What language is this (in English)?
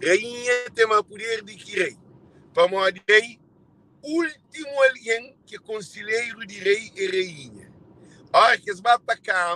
Kabuverdianu